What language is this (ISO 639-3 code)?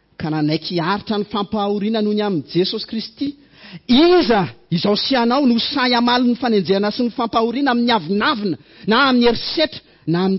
mlg